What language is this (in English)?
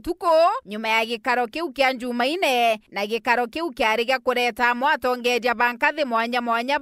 Meru